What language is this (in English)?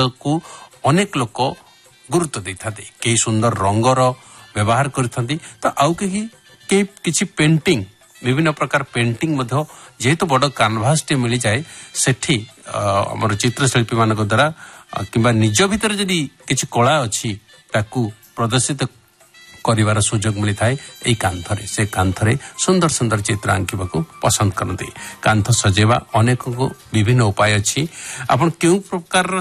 Odia